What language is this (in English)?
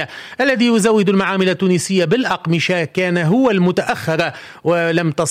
Tunisian Arabic